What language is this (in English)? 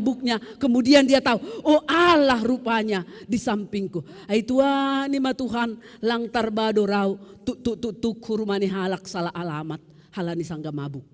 Batak Simalungun